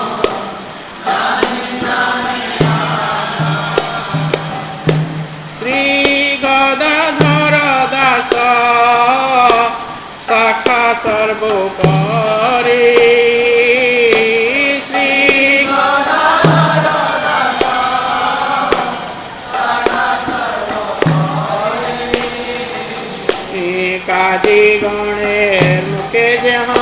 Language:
Odia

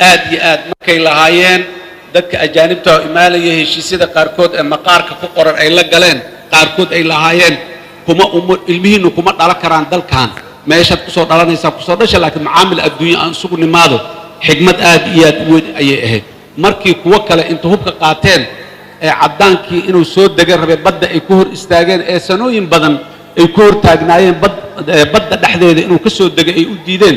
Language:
Somali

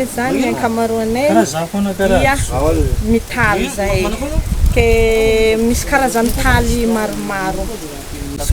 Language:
Malagasy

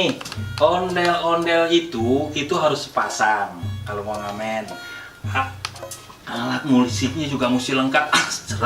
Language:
Betawi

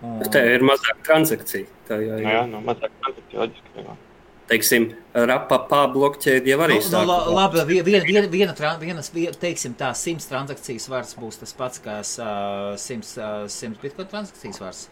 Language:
Latvian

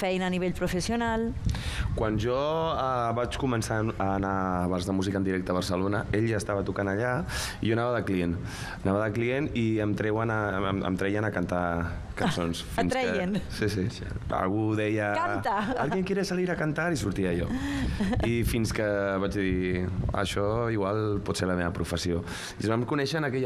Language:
Catalan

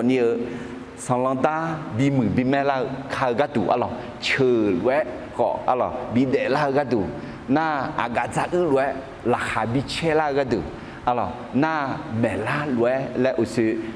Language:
Akha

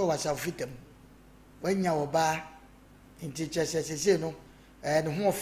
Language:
Akan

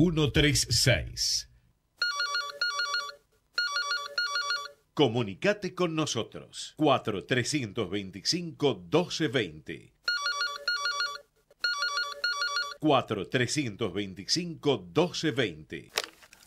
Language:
Spanish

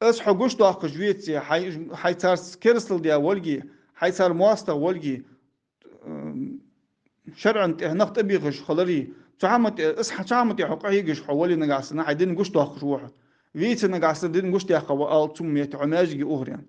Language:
Ingush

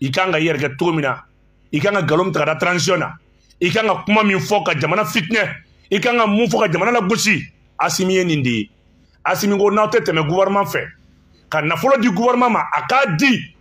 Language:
Bambara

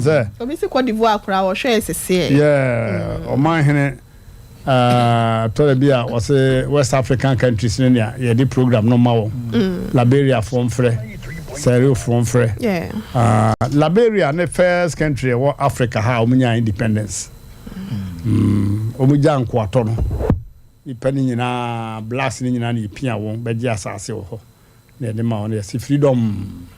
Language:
Akan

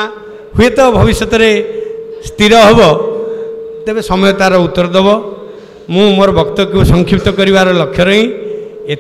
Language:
Odia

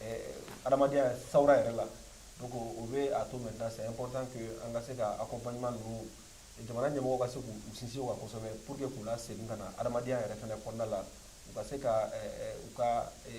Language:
Bambara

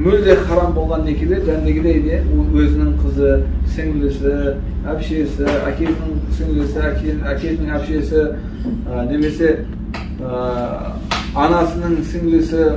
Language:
Kazakh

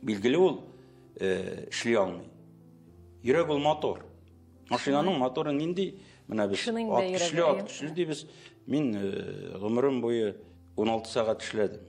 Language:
Tatar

